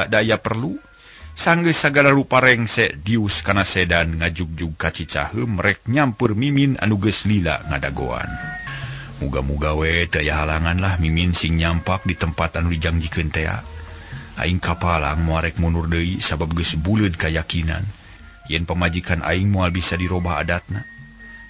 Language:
Sundanese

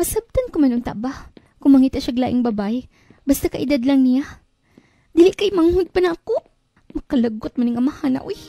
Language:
Cebuano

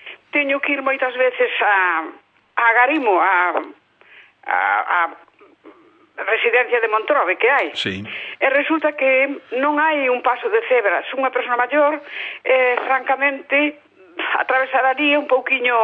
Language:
Galician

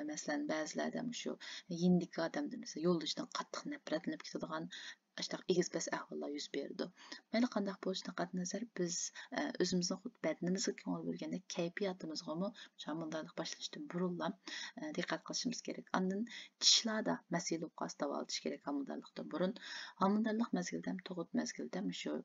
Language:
Uyghur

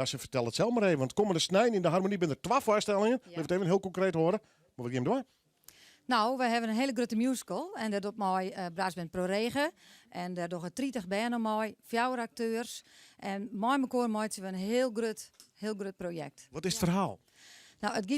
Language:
Western Frisian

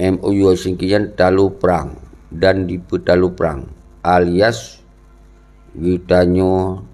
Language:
Achinese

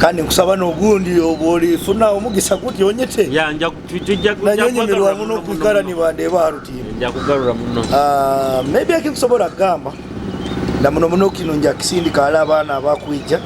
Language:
Nyoro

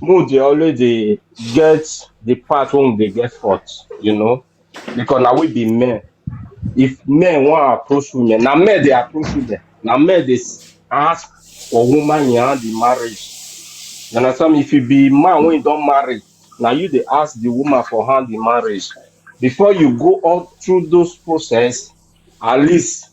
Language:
Nigerian Pidgin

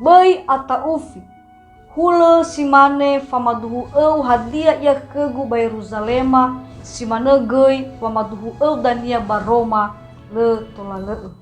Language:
Nias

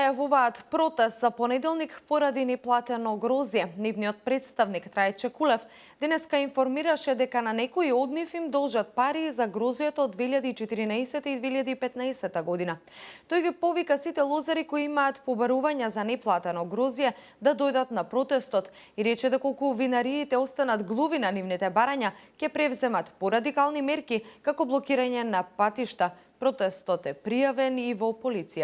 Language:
Macedonian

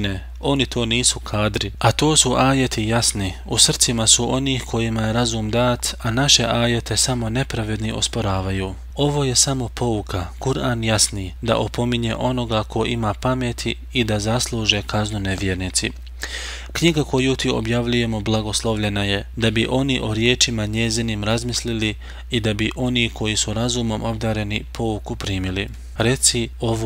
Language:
Bosnian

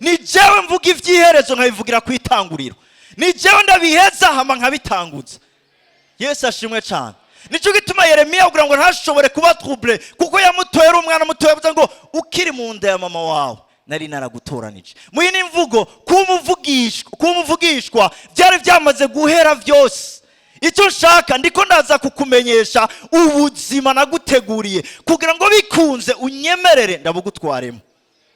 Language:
Rundi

